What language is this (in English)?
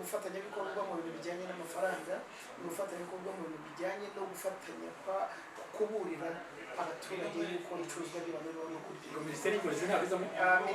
Kinyarwanda